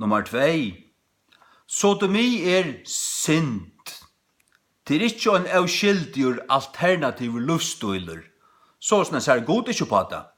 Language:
Faroese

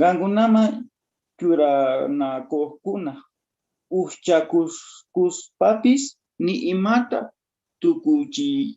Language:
South Bolivian Quechua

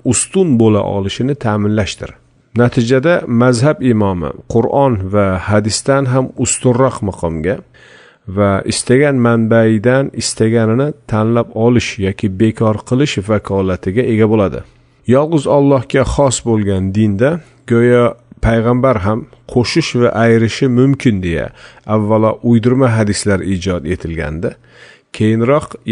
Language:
Uzbek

